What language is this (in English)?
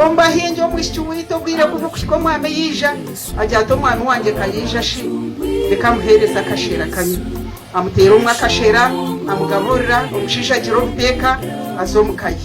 Nyankole